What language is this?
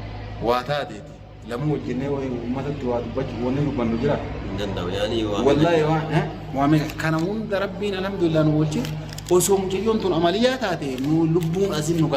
Oromo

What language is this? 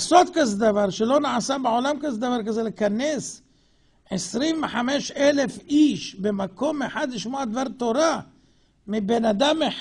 Hebrew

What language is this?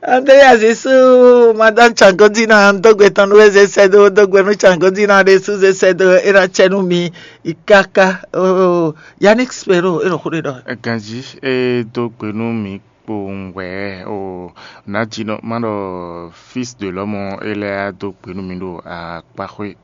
Fon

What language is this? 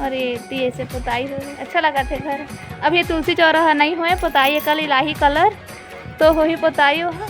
Chhattisgarhi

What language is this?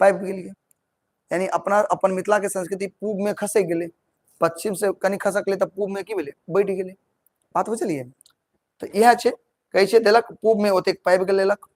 Maithili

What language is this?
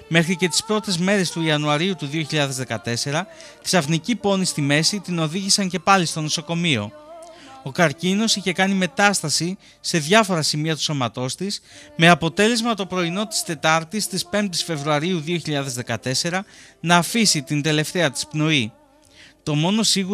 Greek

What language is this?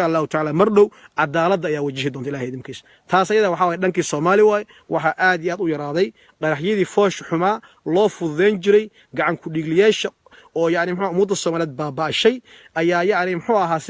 Somali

